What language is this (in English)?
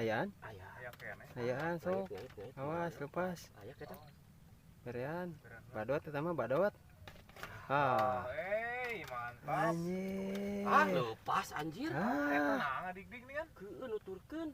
Sundanese